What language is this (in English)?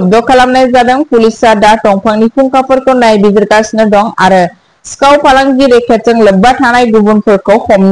Bodo